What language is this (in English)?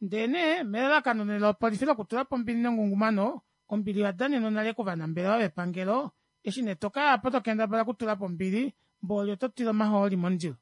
Kuanyama